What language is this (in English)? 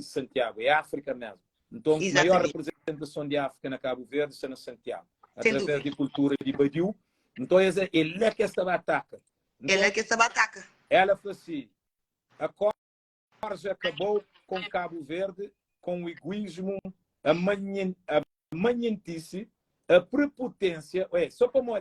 Kabuverdianu